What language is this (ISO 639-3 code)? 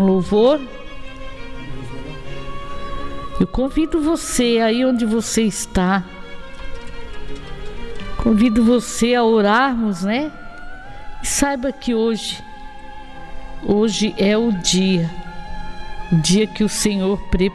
por